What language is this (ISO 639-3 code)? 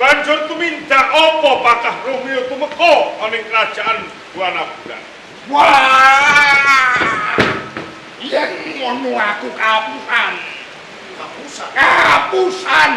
jav